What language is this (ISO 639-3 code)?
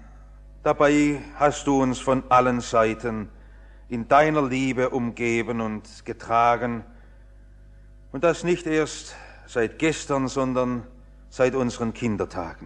deu